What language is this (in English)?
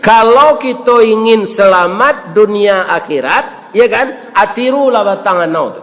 Minangkabau